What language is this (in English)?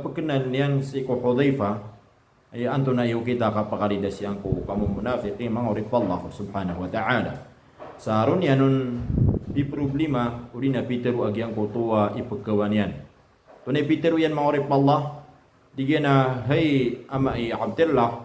Maranao